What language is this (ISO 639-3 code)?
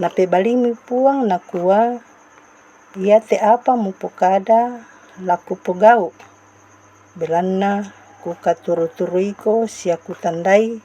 sda